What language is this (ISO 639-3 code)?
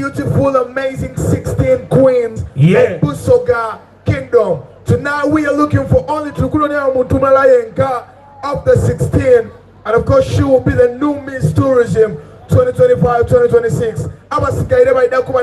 xog